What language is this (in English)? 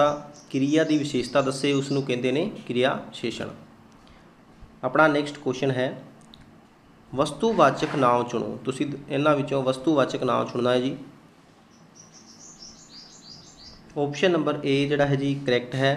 Punjabi